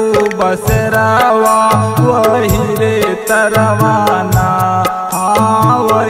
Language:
Bhojpuri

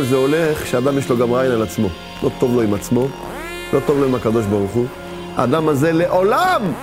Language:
Hebrew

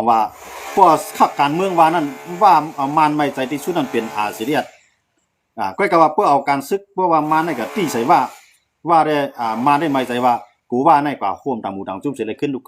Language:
Shan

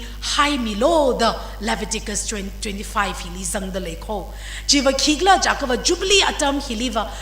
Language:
Tangkhul Naga (India)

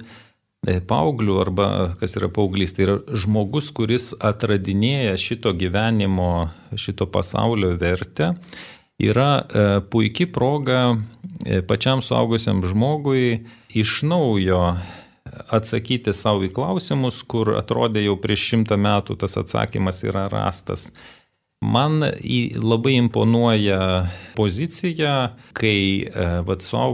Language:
Lithuanian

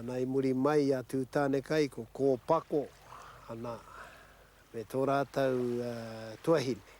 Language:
Māori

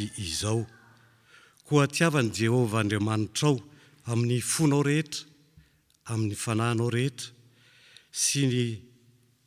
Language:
Malagasy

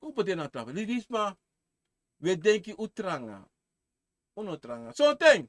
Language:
Sranan Tongo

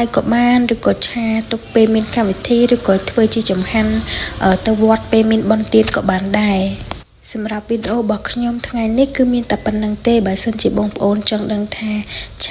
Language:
Khmer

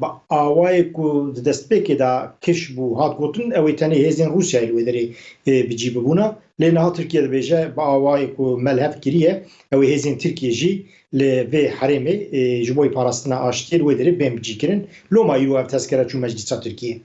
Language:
Kurdish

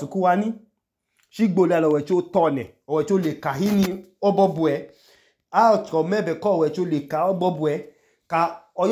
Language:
Idoma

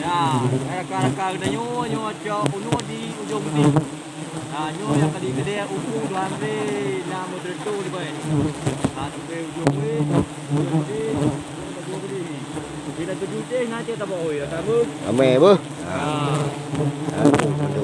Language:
Achinese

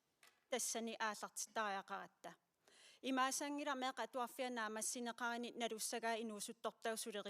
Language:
Kalaallisut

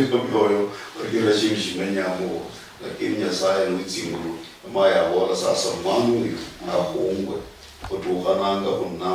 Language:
Luyia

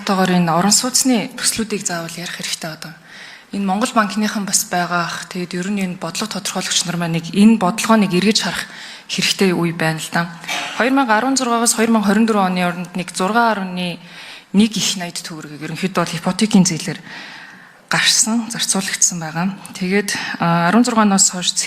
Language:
Mongolian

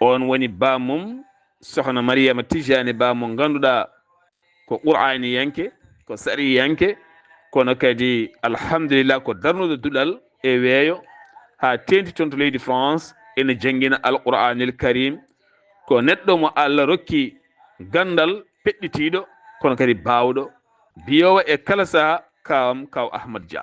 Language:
Fula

